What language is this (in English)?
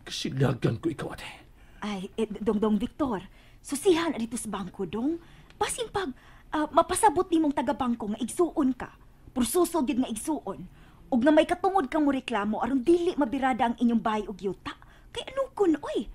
Cebuano